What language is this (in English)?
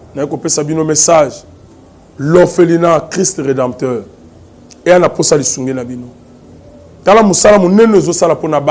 Lingala